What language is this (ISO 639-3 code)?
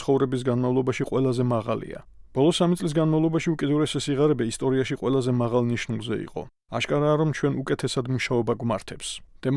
kat